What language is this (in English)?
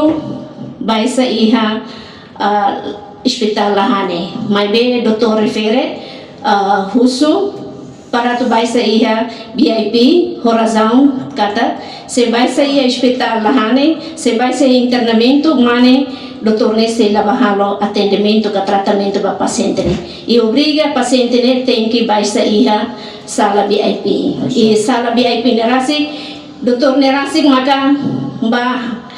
Tetum